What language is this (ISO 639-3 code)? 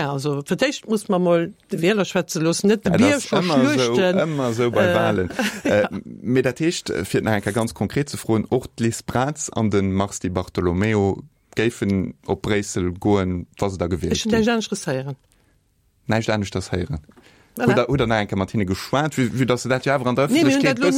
ltz